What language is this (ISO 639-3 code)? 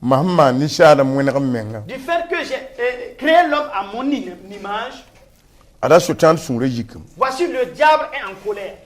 mos